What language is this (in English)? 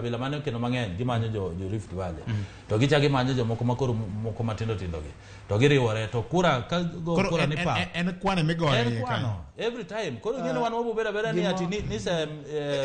Luo (Kenya and Tanzania)